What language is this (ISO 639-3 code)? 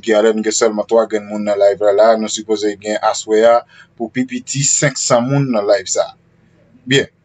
hat